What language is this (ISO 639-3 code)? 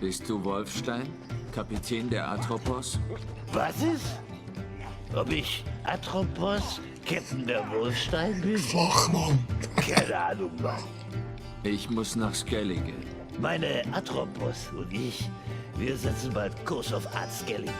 gsw